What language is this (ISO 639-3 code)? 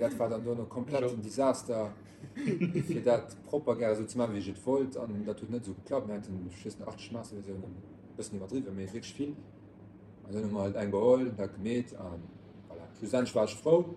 ltz